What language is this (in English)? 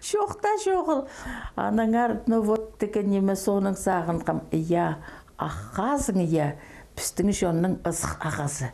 Khakas